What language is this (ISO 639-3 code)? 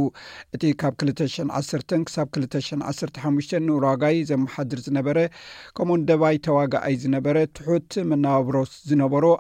tir